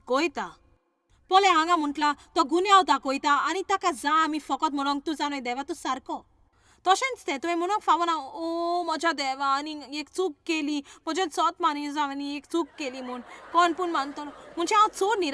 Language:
Konkani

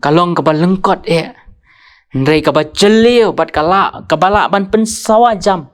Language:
Khasi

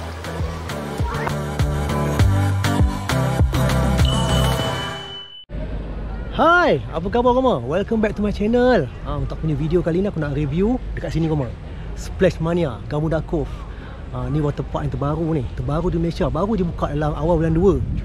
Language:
Malay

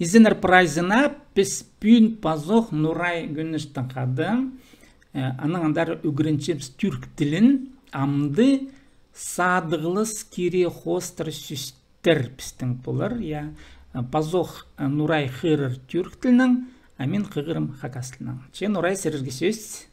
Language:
Khakas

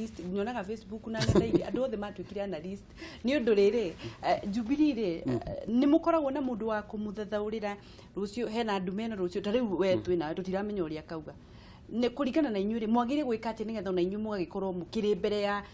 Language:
Kikuyu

